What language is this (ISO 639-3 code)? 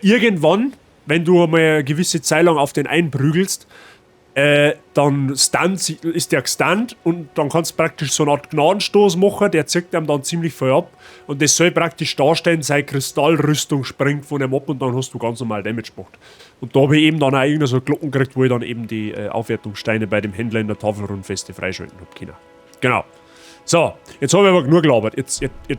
bar